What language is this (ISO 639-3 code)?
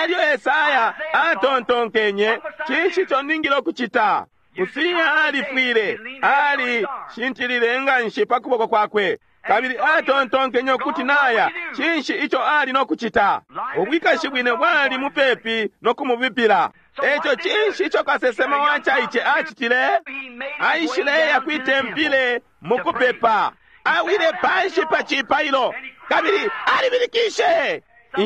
bem